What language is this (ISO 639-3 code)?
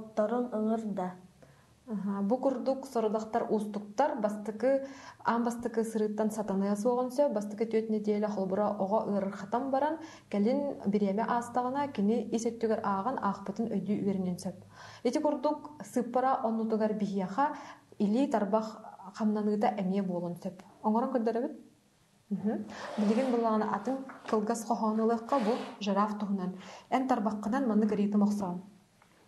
sah